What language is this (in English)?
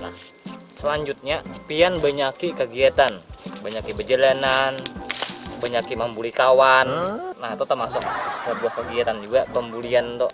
Banjar